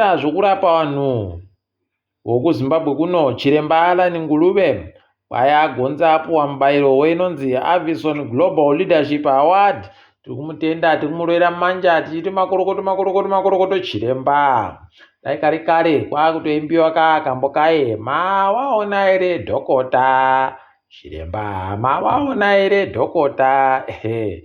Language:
Ndau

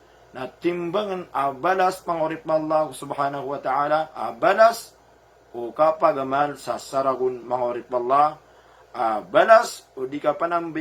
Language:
Maranao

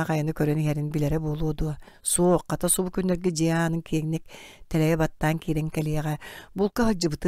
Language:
Yakut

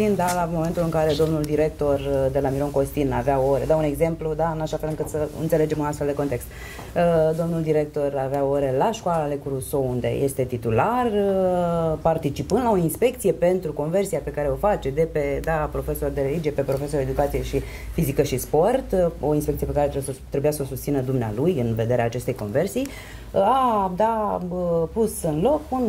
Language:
Romanian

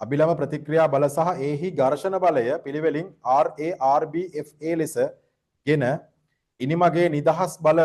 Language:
Sinhala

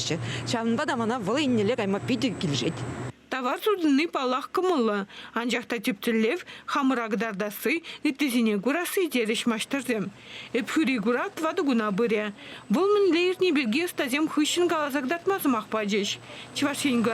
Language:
Chuvash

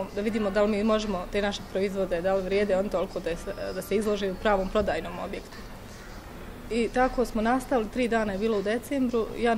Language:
Bosnian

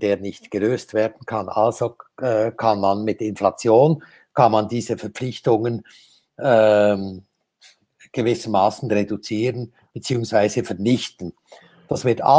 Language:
German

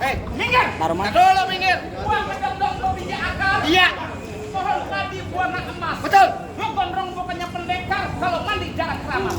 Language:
Betawi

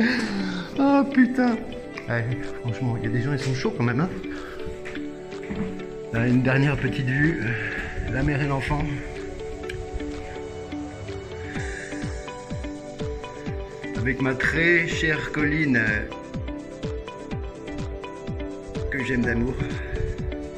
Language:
French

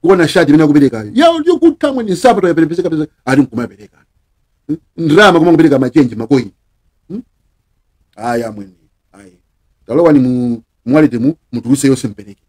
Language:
Nyanja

